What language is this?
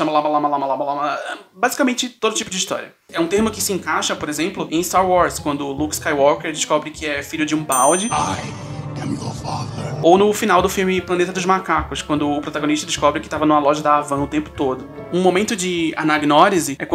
Portuguese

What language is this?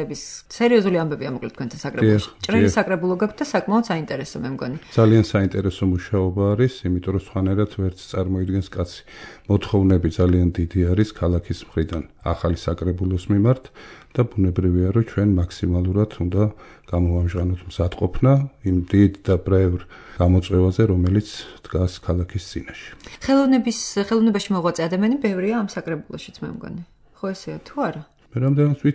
Georgian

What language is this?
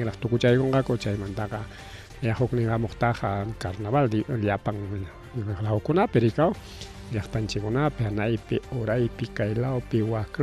Ayacucho Quechua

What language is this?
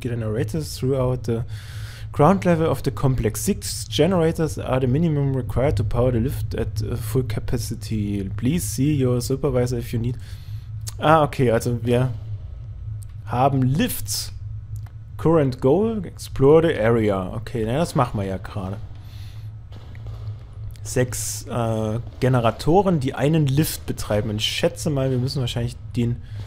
German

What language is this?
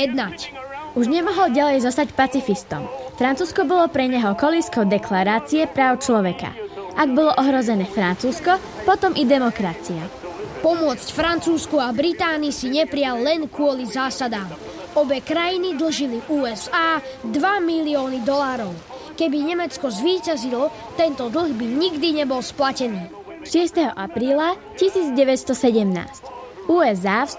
Slovak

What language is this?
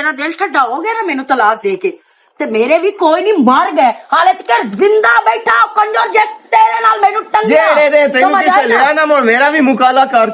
Western Panjabi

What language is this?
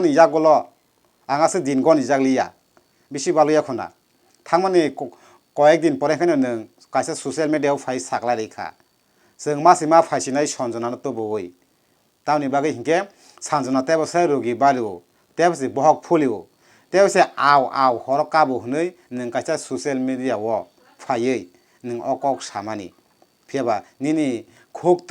Kok Borok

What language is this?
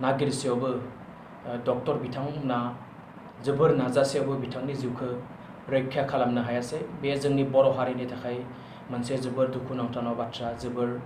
Bodo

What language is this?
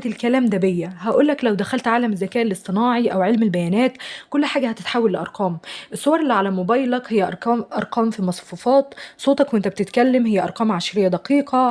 Egyptian Arabic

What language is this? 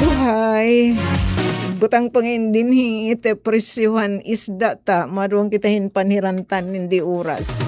Waray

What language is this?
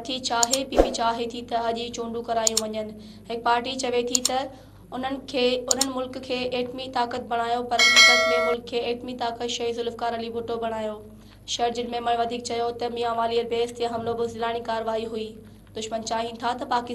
Sindhi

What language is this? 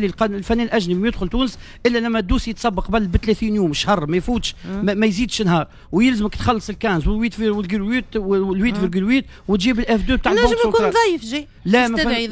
Tunisian Arabic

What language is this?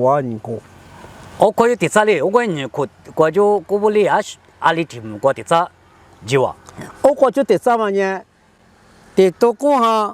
Lisu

